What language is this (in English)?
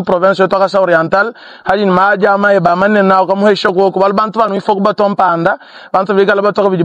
Luba-Lulua